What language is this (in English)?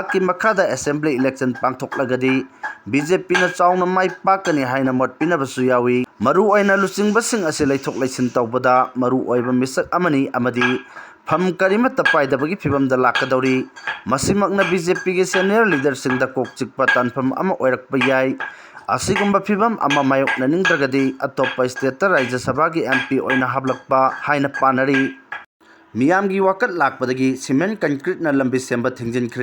Manipuri